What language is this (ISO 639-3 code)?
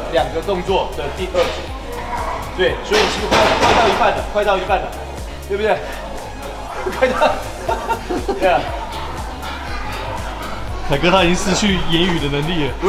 zho